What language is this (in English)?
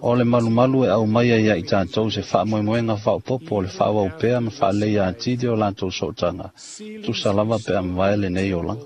Samoan